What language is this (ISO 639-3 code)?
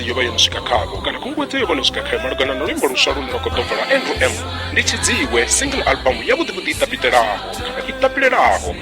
ven